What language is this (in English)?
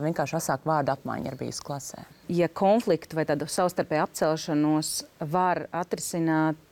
Latvian